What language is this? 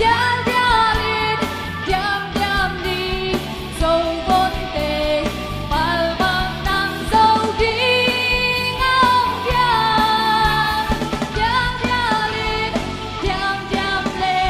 Tedim Chin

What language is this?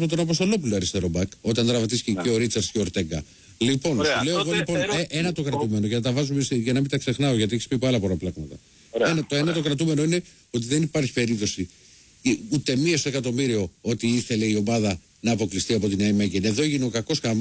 Greek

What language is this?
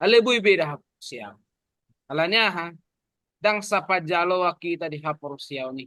Batak Toba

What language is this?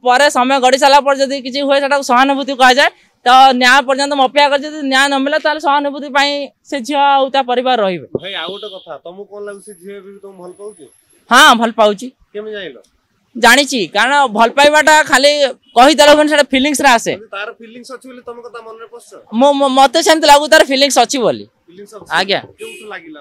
Odia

